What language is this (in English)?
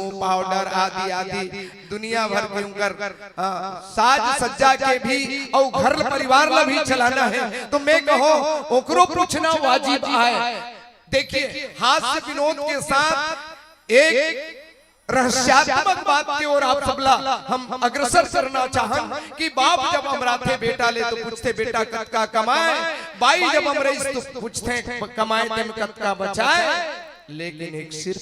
Chhattisgarhi